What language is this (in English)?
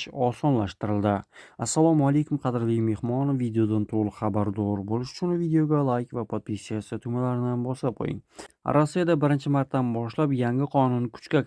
Uzbek